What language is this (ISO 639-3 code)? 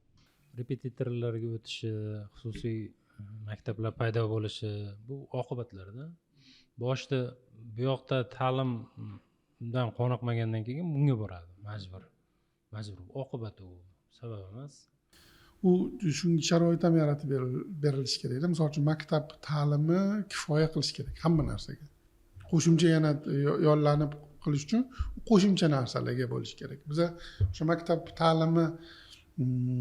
uzb